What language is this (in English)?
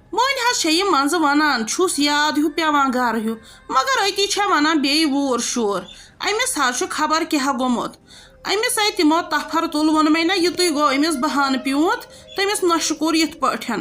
Kashmiri